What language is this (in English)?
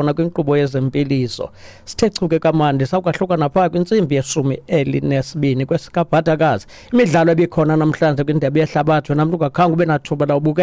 Xhosa